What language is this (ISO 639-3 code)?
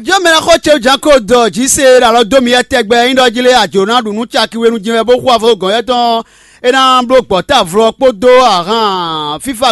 fon